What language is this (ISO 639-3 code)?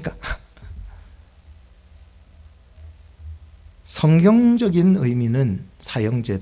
kor